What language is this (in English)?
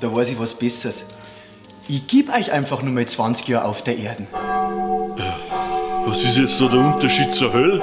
Bavarian